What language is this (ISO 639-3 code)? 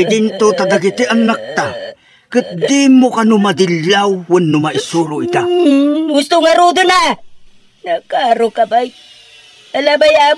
ilo